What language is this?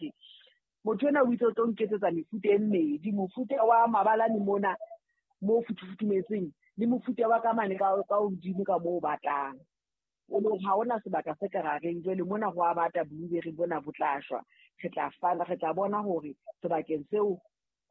Southern Sotho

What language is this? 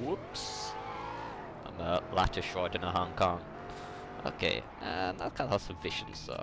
Irish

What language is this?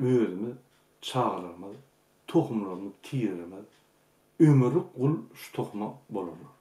Turkmen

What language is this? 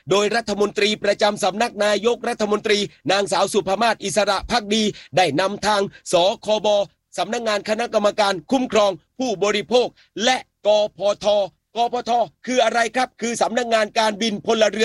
Thai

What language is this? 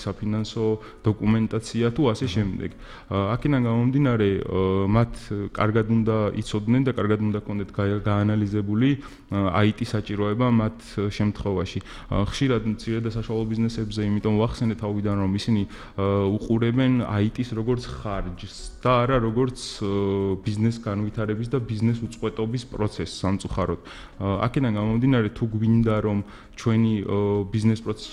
Georgian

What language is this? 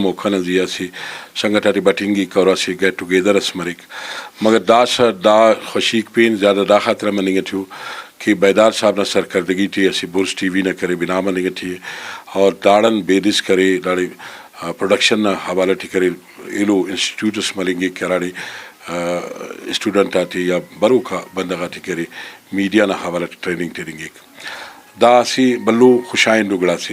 Brahui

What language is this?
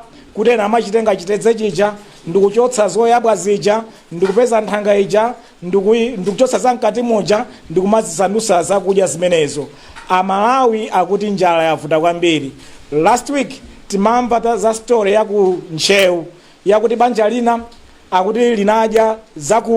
Nyanja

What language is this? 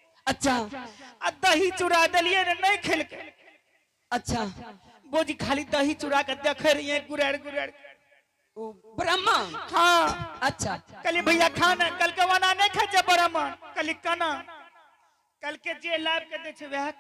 Angika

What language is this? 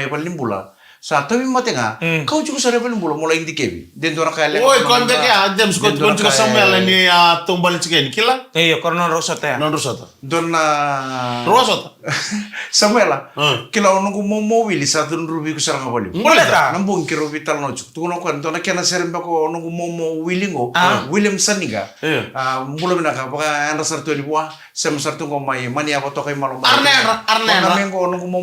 Fijian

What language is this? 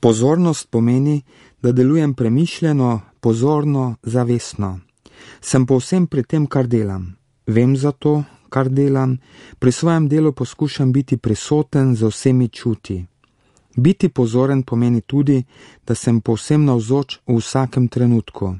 Slovenian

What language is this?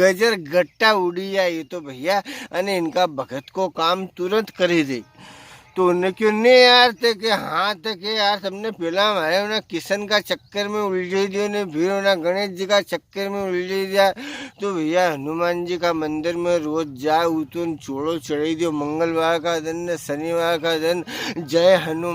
Rajasthani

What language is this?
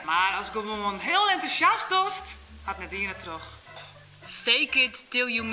Western Frisian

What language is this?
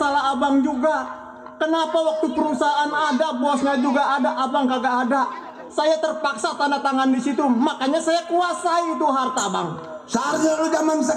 Betawi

